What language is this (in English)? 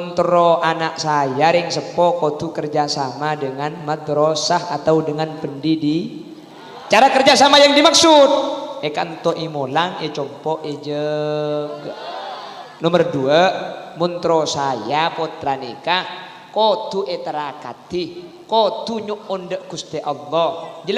Madurese